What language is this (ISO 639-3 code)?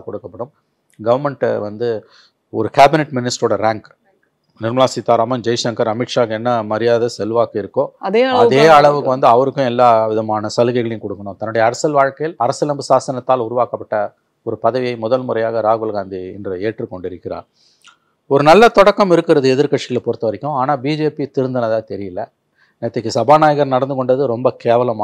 tam